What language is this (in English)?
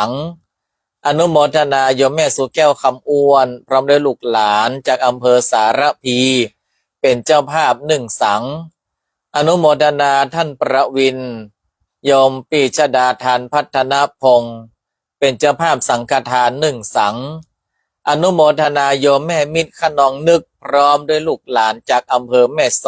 Northern Thai